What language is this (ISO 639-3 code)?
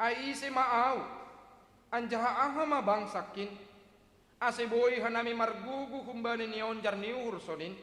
bts